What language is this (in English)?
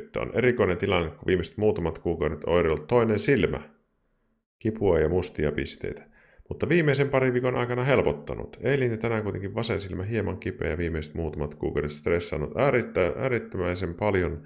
Finnish